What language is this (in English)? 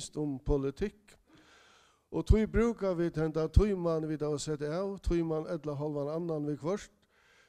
Faroese